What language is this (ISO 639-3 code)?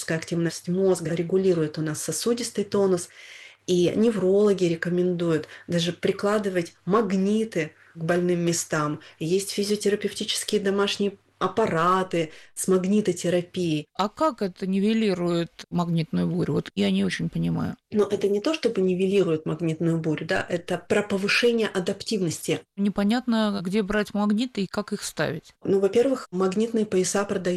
rus